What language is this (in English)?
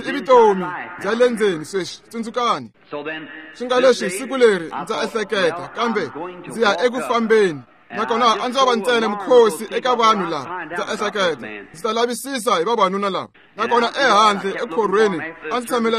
Tsonga